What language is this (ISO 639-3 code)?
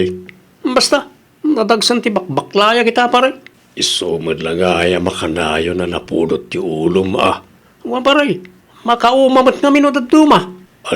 ilo